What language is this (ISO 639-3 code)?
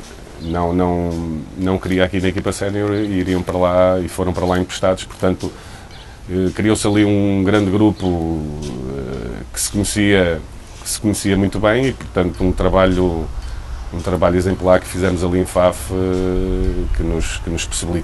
por